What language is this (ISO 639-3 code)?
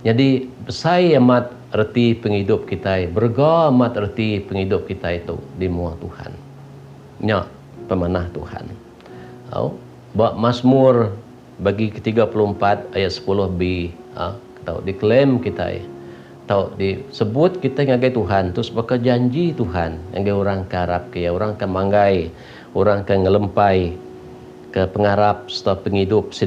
iba